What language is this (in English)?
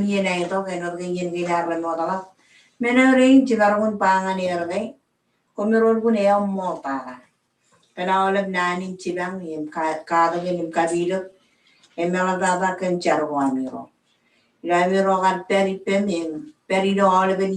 Marshallese